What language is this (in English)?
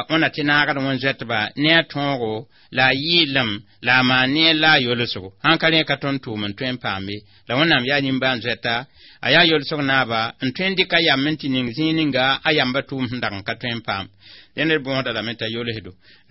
Mossi